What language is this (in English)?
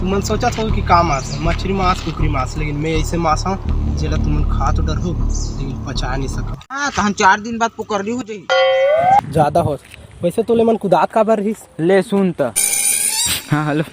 Chhattisgarhi